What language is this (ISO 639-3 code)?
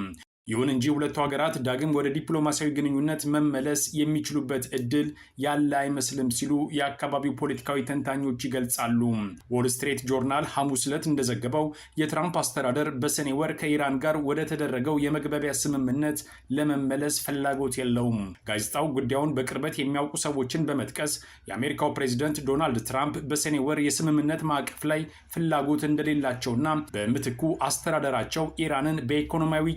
amh